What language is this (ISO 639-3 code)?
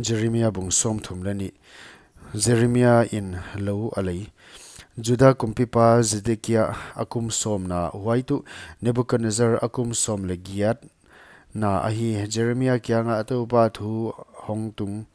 pck